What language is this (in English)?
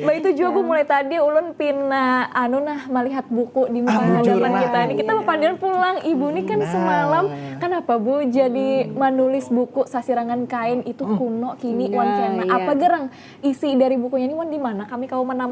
Banjar